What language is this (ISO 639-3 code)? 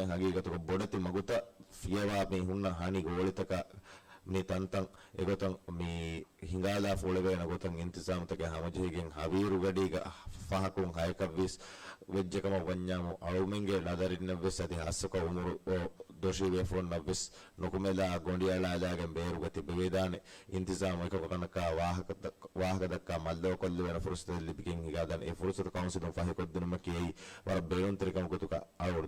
div